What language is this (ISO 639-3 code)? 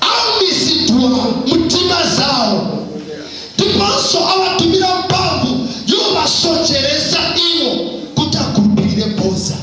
nya